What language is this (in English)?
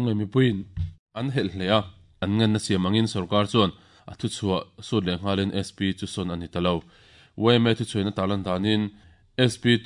Mizo